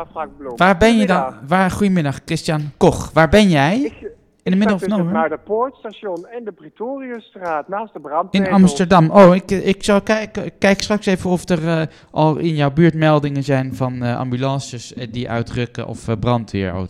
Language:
Dutch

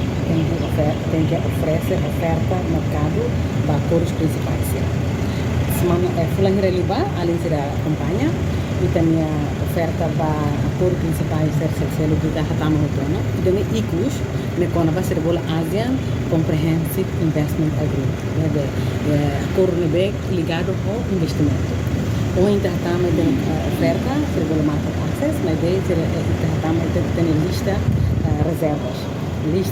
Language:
Tetum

